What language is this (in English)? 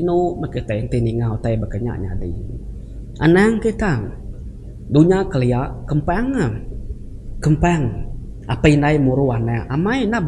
Iban